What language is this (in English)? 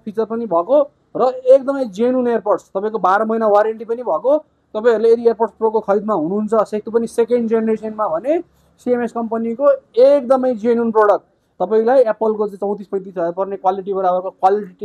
Nepali